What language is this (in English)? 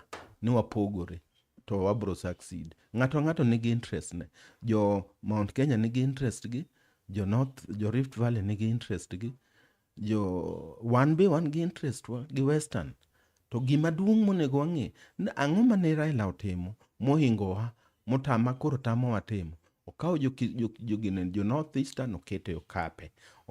Luo (Kenya and Tanzania)